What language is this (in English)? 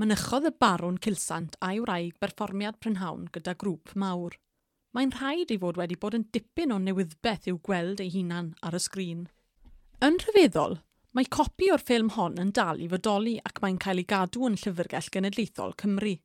Welsh